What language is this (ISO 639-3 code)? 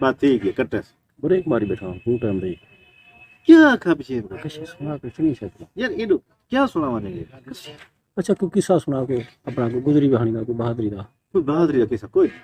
skr